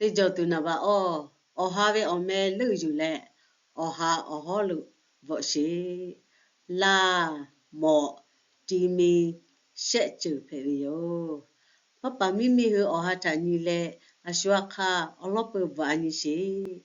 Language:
Lahu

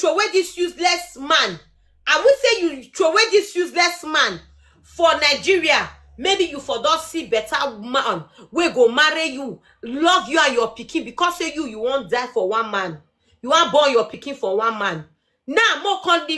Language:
Nigerian Pidgin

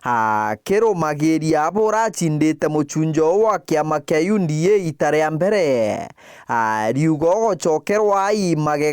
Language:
Meru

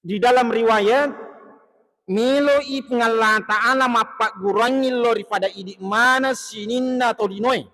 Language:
Buginese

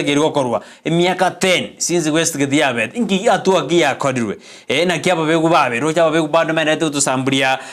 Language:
Gusii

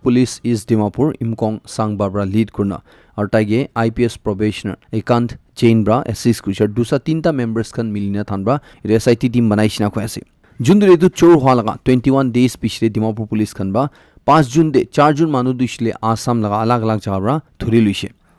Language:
Naga Pidgin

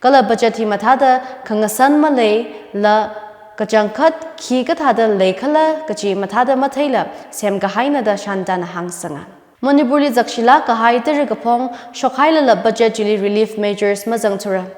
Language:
Tangkhul Naga (India)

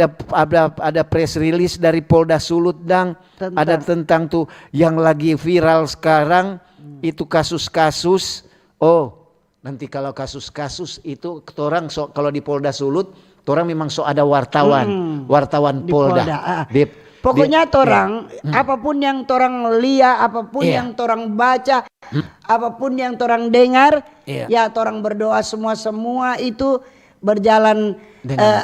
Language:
Manado Malay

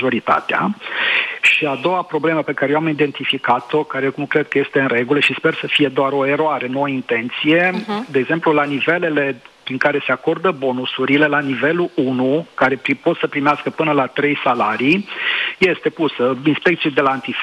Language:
Romanian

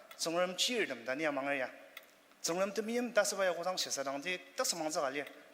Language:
Ao Naga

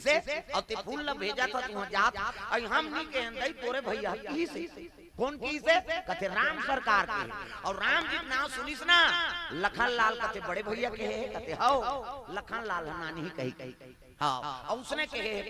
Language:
Chhattisgarhi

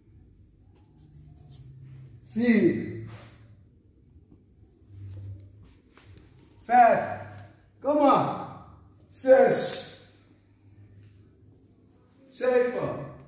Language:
Dutch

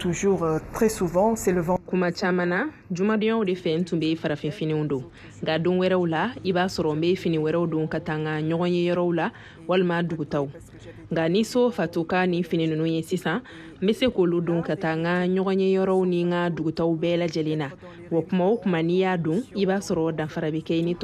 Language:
Bambara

